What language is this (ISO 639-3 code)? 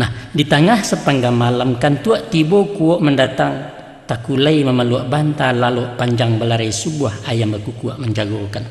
min